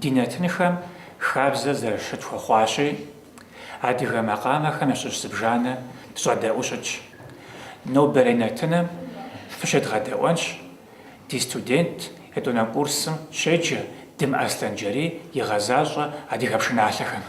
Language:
Kabardian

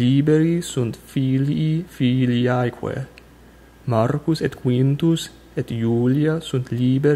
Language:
Latin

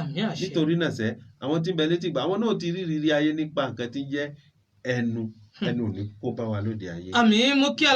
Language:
Yoruba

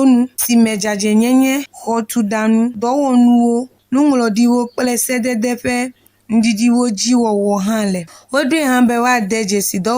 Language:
Ewe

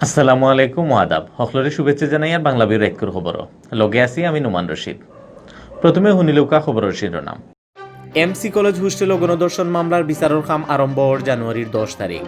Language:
Sylheti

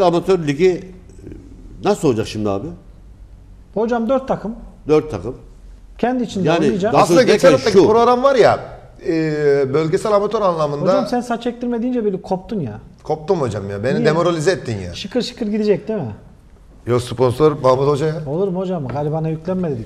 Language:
Turkish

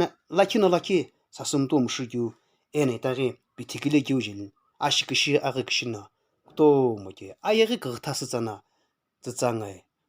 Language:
Sumi Naga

